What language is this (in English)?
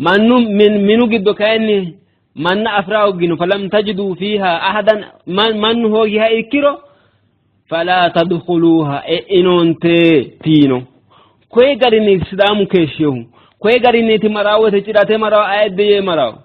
Sidamo